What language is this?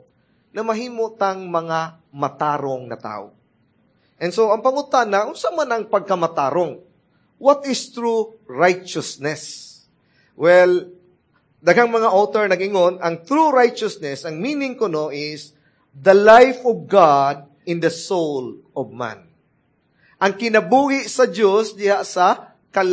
Cebuano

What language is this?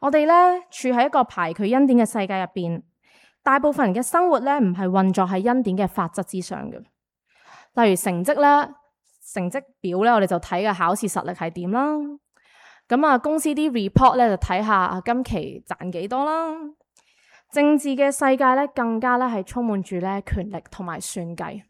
Cantonese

